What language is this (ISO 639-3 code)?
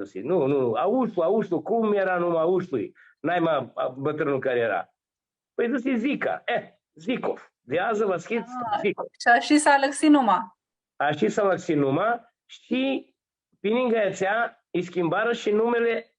rup